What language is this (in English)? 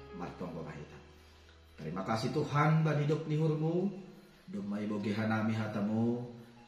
Batak Simalungun